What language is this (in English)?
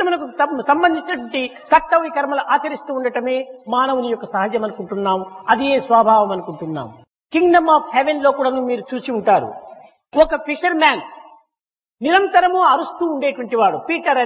Telugu